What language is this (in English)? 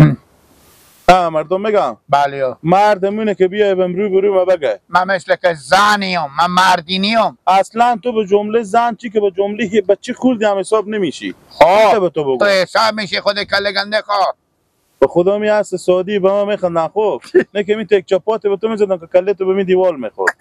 Persian